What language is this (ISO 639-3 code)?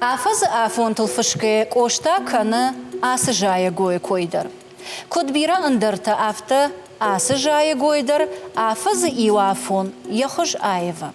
oss